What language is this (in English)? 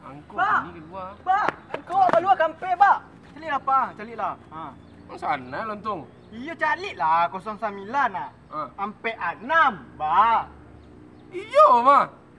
Minangkabau